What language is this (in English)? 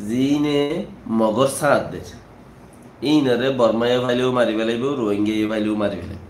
Rohingya